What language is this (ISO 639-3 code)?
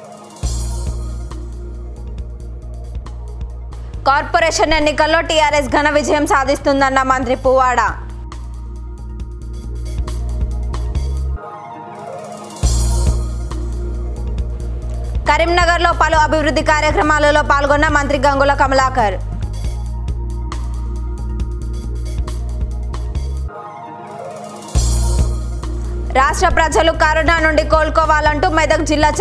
tel